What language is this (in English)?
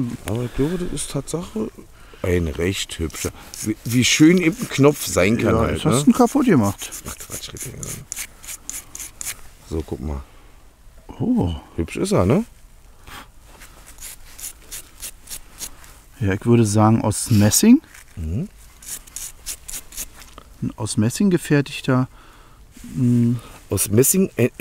German